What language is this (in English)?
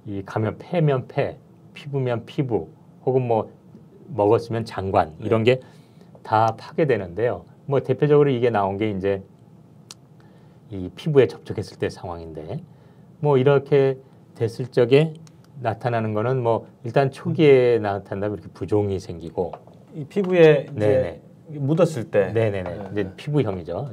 Korean